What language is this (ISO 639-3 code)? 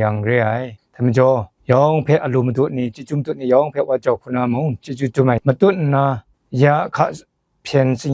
kac